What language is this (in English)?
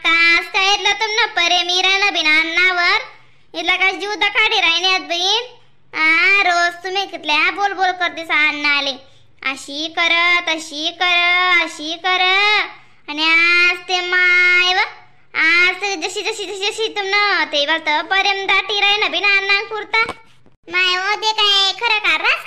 Khandesi